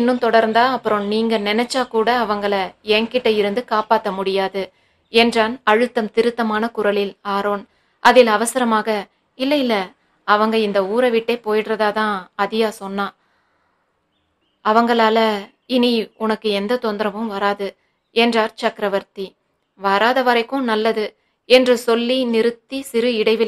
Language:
Tamil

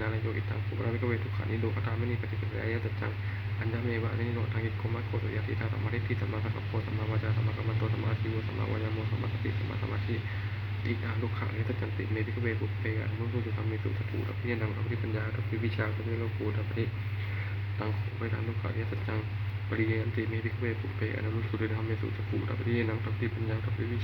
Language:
Pali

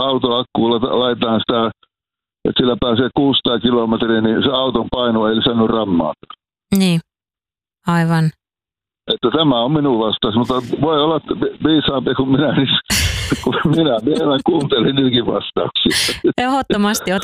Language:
Finnish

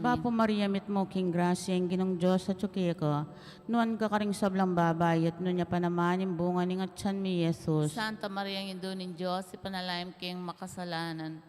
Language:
Pampanga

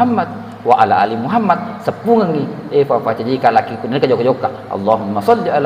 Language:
Buginese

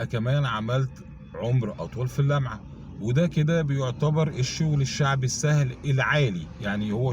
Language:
Egyptian Arabic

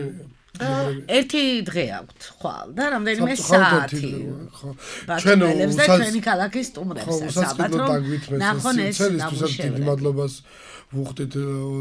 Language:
Georgian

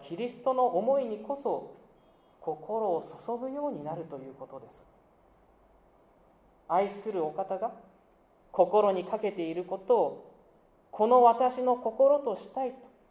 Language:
Japanese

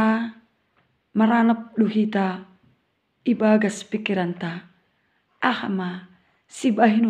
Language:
Batak Simalungun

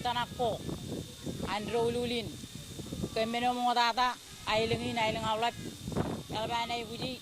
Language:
Marshallese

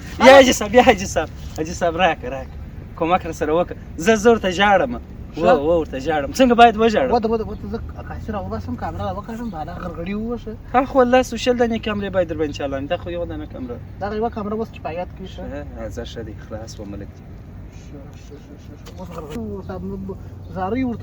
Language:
Pashto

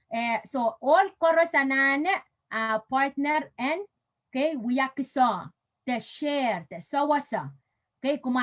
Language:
Pohnpeian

